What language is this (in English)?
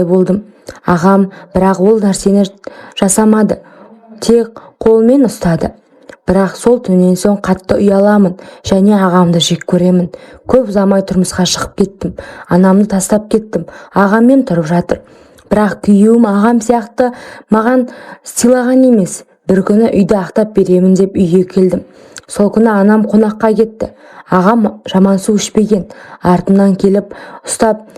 Kazakh